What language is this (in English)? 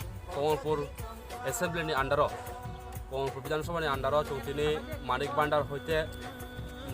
Kok Borok